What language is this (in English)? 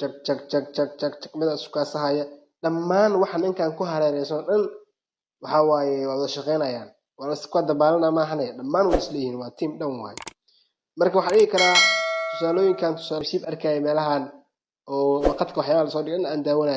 Somali